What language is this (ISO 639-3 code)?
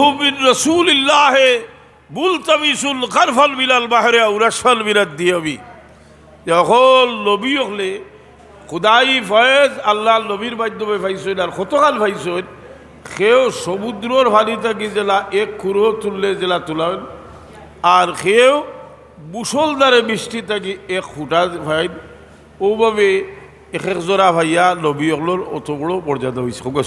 syl